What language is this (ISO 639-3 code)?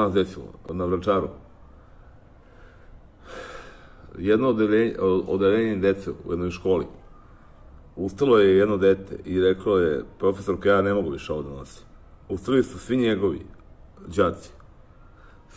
srp